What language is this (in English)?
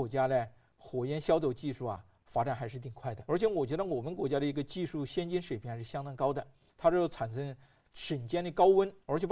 Chinese